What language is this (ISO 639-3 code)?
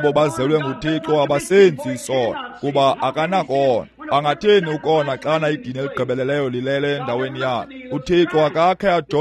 xho